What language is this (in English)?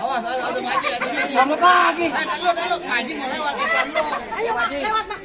Betawi